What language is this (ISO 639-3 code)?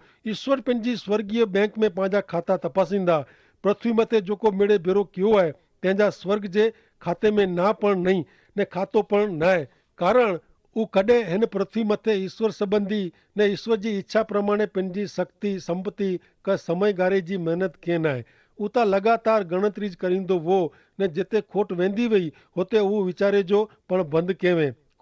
kfr